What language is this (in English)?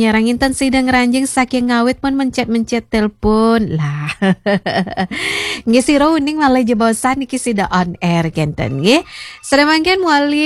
Balinese